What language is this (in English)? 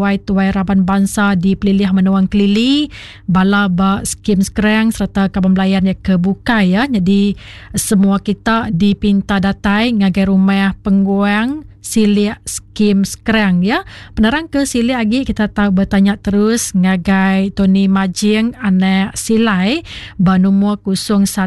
Iban